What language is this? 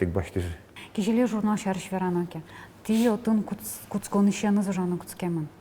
Udmurt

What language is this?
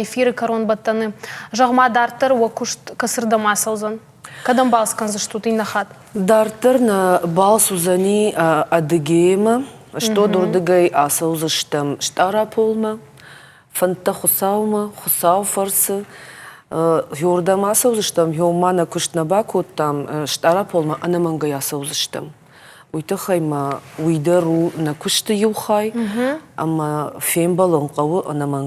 Ossetic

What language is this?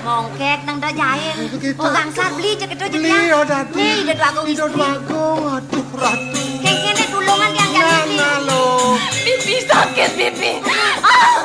Balinese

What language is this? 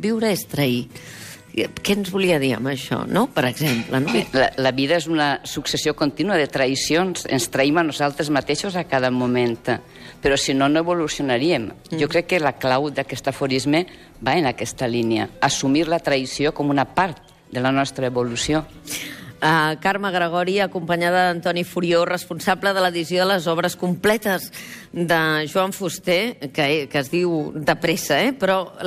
Catalan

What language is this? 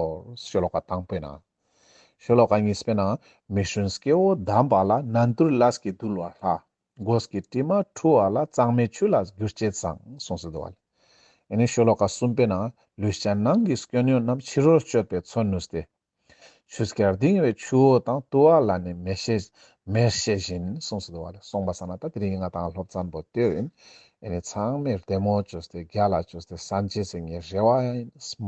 Ladakhi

